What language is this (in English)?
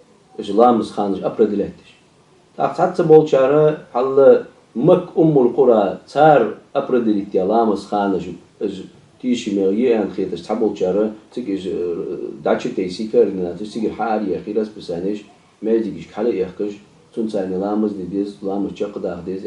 Ingush